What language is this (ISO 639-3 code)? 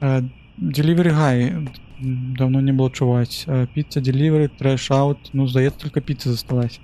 bel